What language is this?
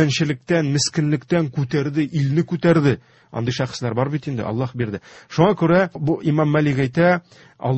Tatar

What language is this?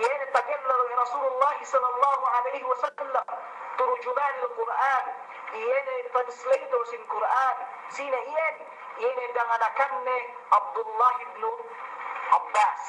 Yakan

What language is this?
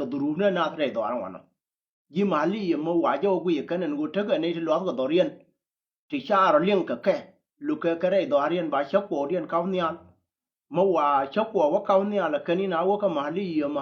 Nuer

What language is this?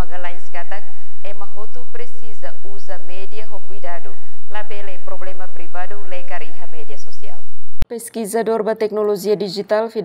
Tetum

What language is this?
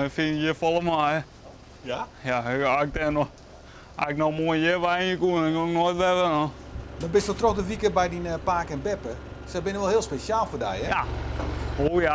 Western Frisian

